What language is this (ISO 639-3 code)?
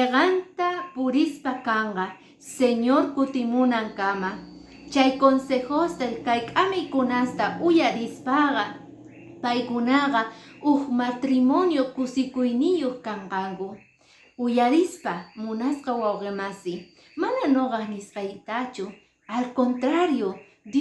que